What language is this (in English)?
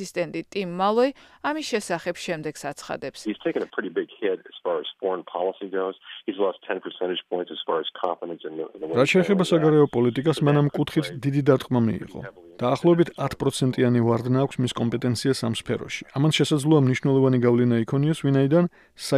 Georgian